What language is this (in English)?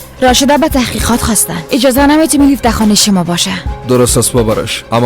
Persian